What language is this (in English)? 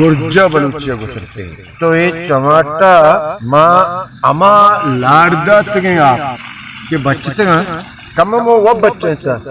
Baluchi